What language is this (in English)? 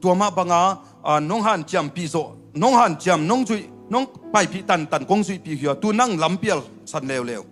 Tedim Chin